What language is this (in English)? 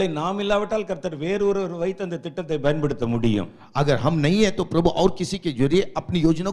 Tamil